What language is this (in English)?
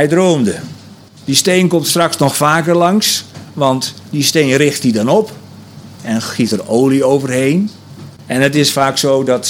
Dutch